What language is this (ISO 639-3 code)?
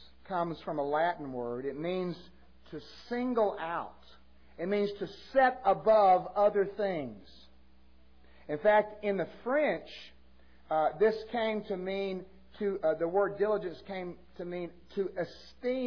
eng